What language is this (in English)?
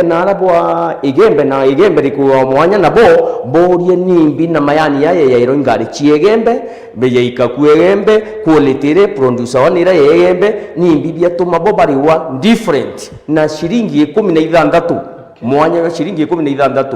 Meru